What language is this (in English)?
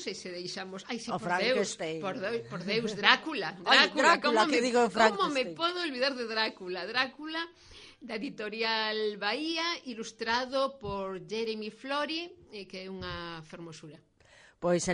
Galician